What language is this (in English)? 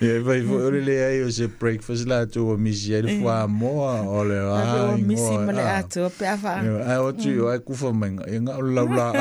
Samoan